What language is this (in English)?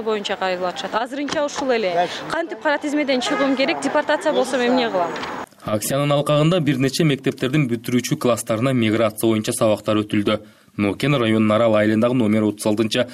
Kyrgyz